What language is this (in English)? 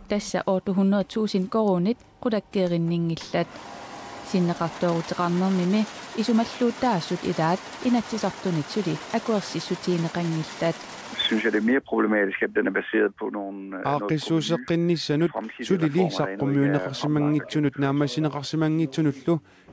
Kalaallisut